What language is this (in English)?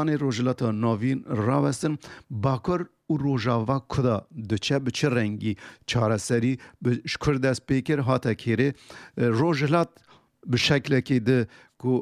Kurdish